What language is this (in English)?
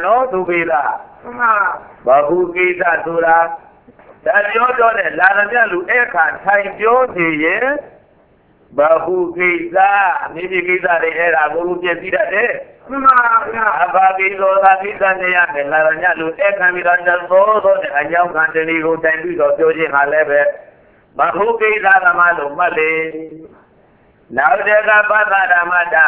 Burmese